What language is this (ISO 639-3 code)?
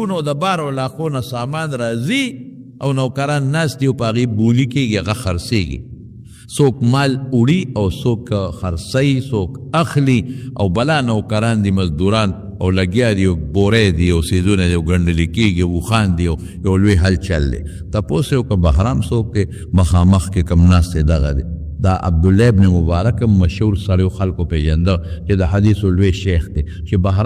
pus